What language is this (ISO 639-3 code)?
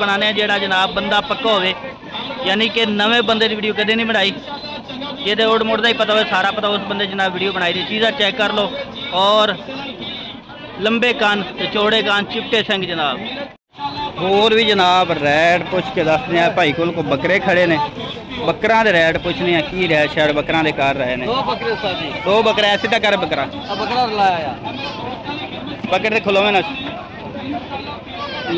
pan